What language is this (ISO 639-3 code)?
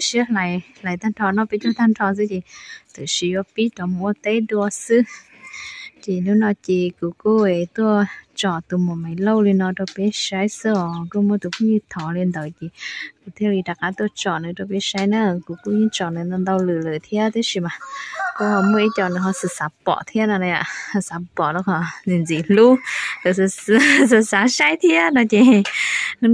hmn